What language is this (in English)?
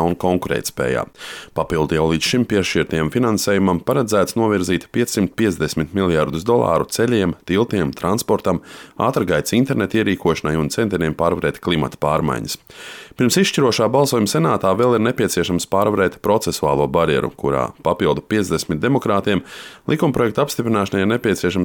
Latvian